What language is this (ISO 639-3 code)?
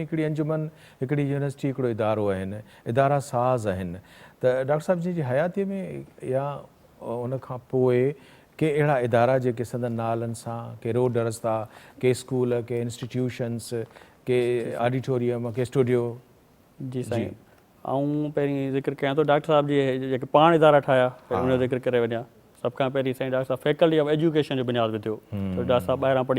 snd